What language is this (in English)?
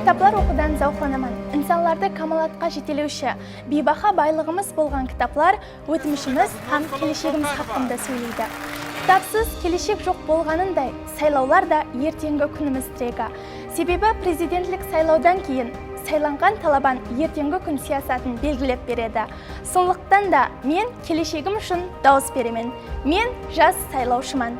Kara-Kalpak